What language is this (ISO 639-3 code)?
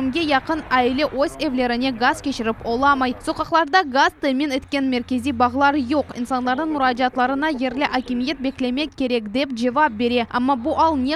crh